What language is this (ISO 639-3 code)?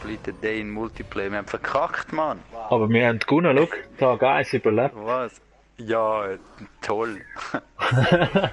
gsw